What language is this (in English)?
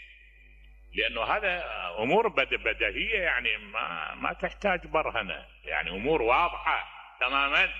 Mesopotamian Arabic